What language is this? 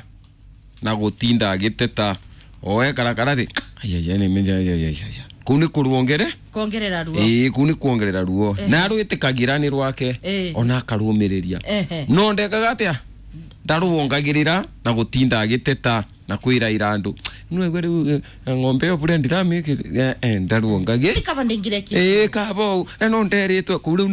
Kikuyu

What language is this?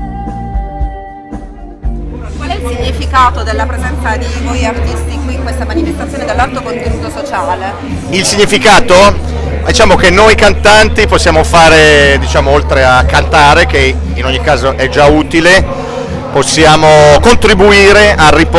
Italian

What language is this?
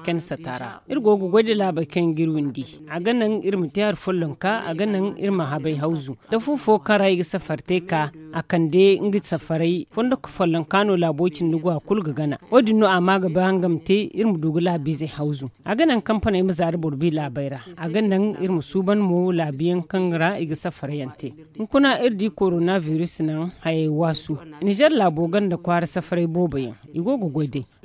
Zarma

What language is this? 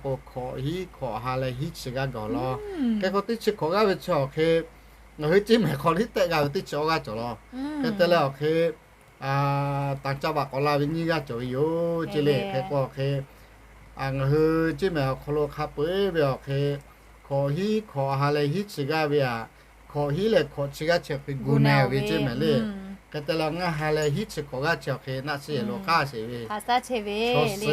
Lahu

